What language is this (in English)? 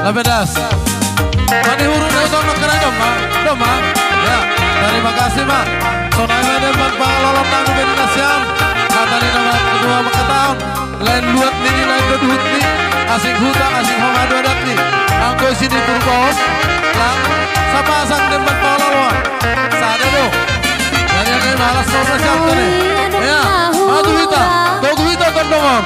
Batak Simalungun